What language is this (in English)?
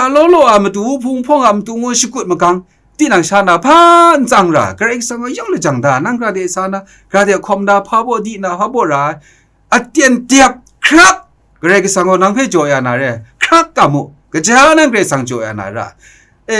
Kachin